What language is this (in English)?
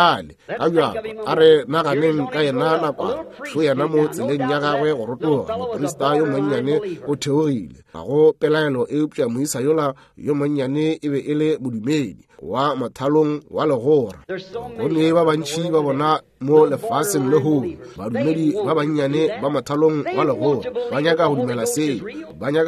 Northern Sotho